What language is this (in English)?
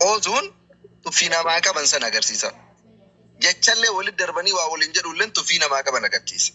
Oromo